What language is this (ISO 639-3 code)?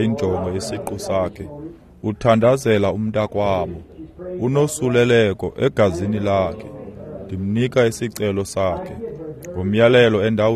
xho